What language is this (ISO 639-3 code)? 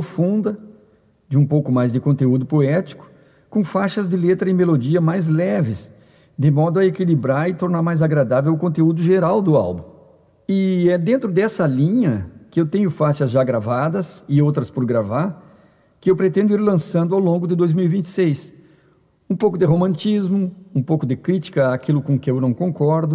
por